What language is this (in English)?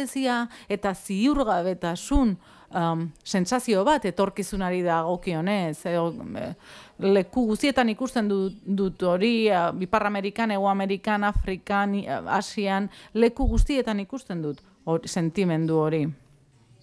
Basque